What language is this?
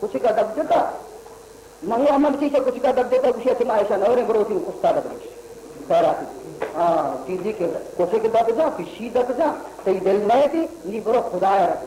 Baluchi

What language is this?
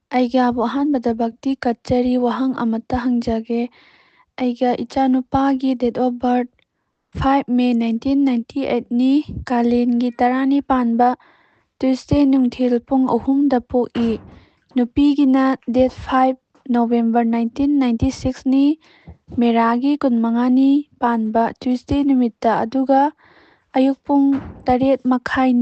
Manipuri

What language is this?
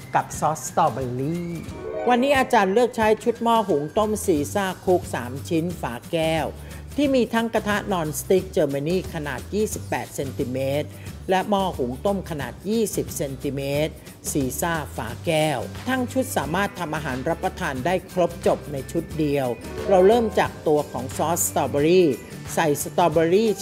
Thai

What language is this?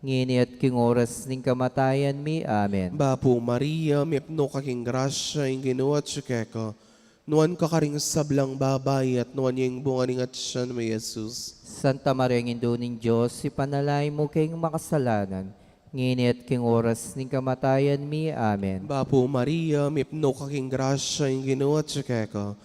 Pampanga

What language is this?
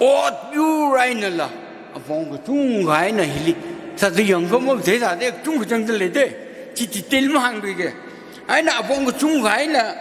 Tangkhul Naga (India)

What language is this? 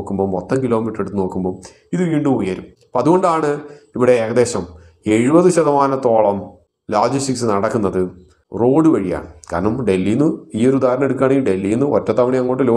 Malayalam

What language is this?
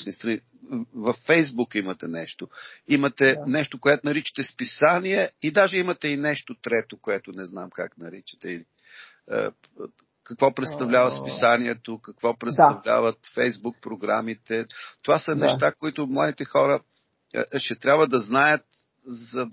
Bulgarian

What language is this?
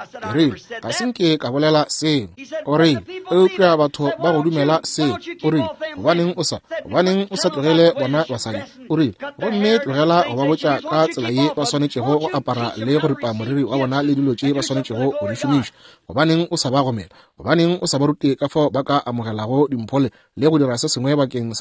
Northern Sotho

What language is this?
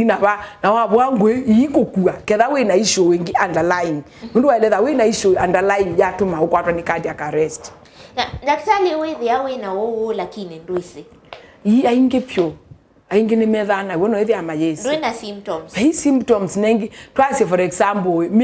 Kamba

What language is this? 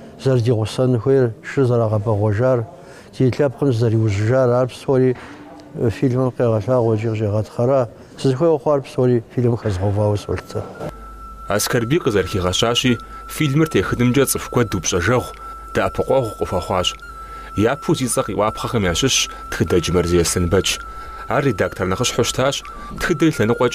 Kabardian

